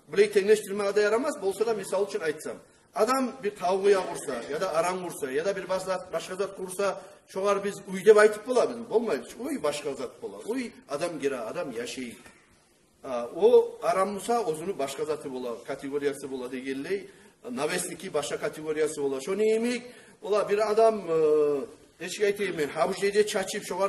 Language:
Kumyk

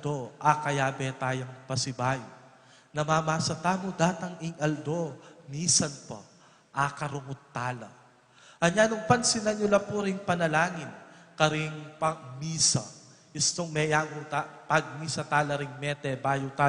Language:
Pampanga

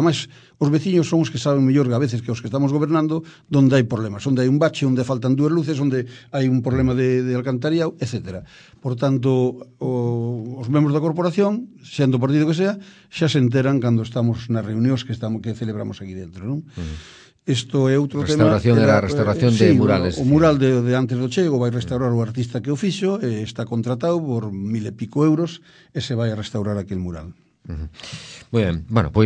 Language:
Galician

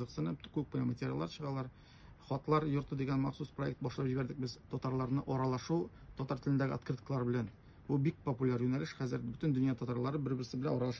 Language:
Tatar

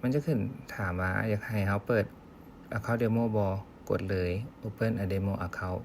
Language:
Lao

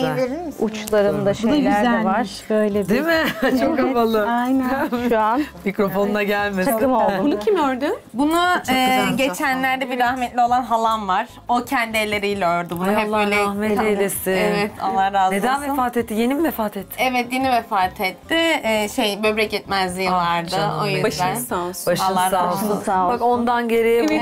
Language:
Turkish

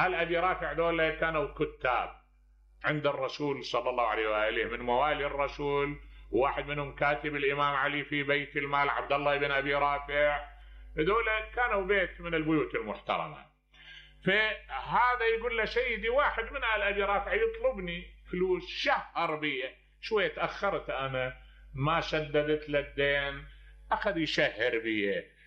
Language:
Mesopotamian Arabic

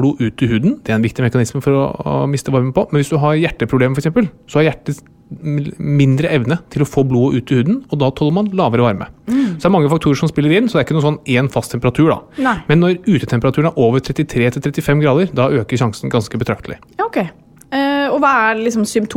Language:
Norwegian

